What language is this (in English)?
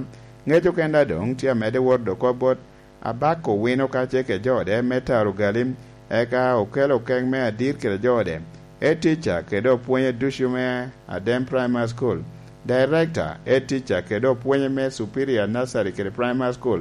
Lango (Uganda)